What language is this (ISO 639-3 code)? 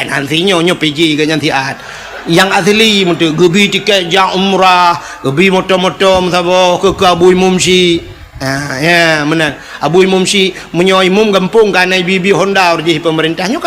ace